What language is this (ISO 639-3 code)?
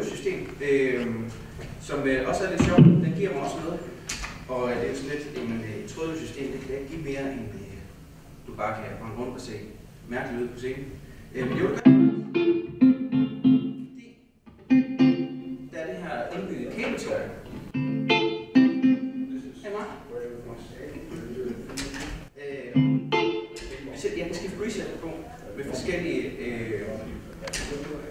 dan